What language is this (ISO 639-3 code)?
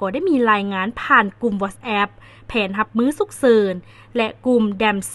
lao